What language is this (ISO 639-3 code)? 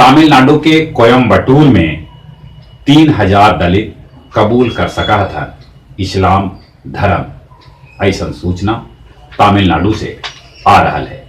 mag